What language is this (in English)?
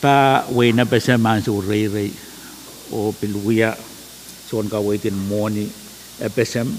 Pohnpeian